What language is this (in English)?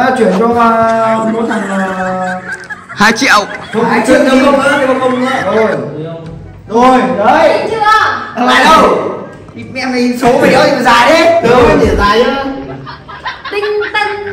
Vietnamese